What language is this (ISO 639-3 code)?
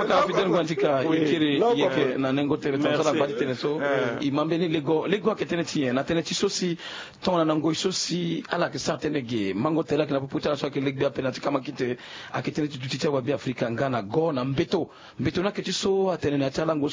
sag